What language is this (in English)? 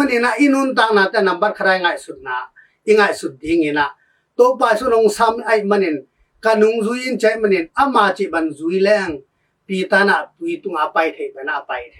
Tedim Chin